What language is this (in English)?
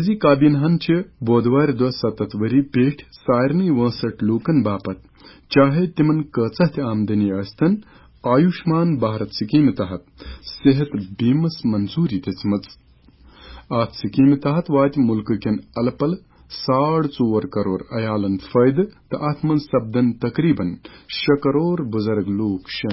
Kashmiri